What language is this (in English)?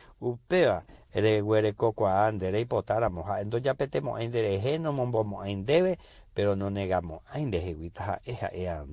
Guarani